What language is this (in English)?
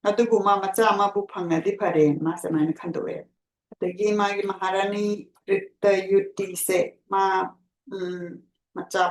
Manipuri